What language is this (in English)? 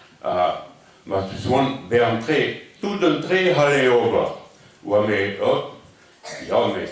Breton